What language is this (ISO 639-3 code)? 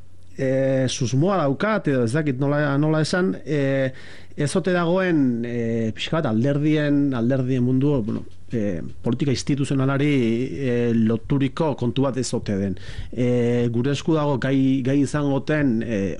eus